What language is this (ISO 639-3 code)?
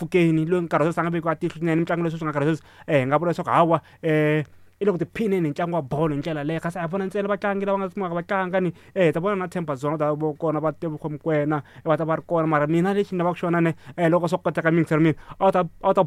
tso